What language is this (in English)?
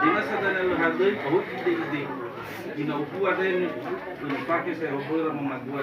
Nias